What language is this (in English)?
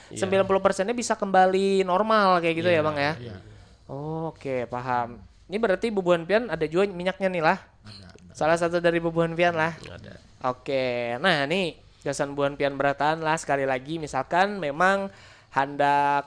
Banjar